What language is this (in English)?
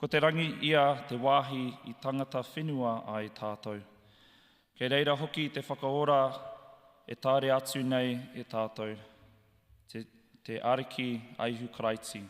Māori